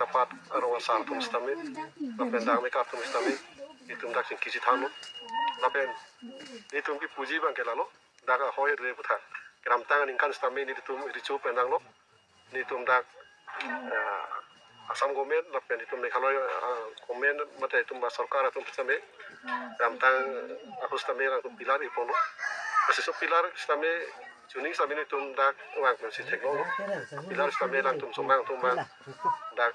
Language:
Karbi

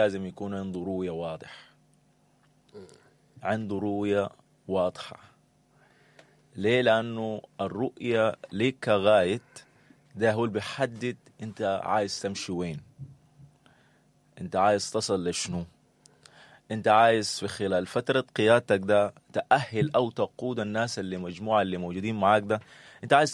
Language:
Sudanese Arabic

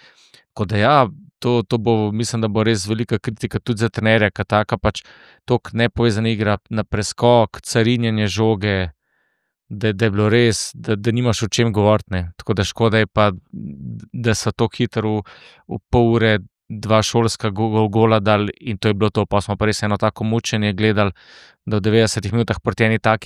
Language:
Slovenian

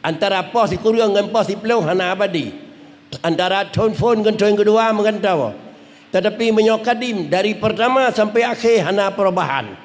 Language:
Achinese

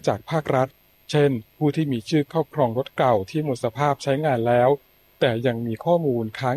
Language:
Thai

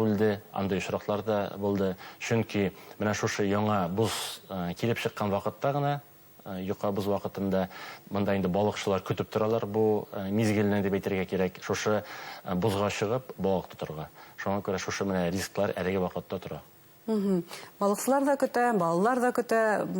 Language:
Bashkir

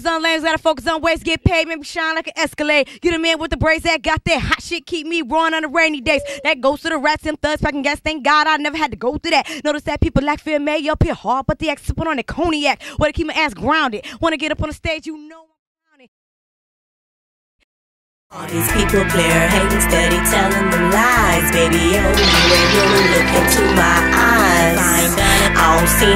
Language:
English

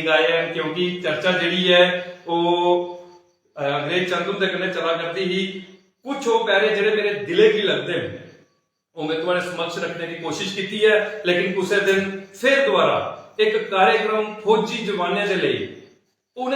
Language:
Dogri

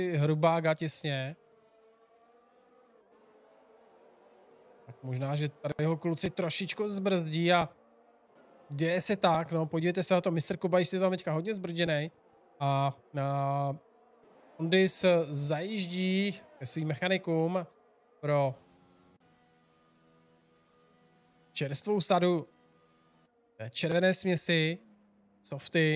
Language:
Czech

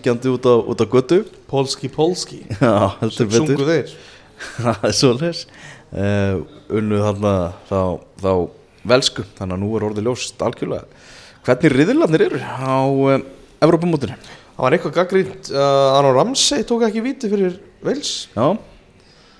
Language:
Icelandic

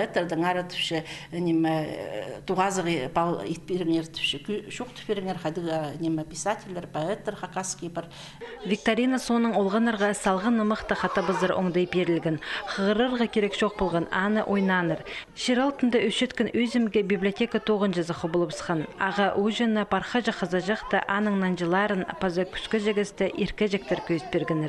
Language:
Khakas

